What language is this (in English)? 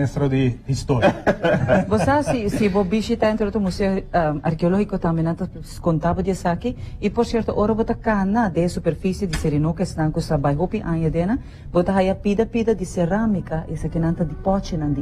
Papiamento